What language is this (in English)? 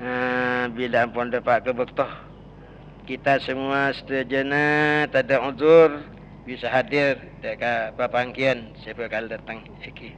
Madurese